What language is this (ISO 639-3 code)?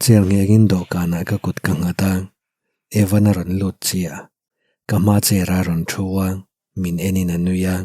lus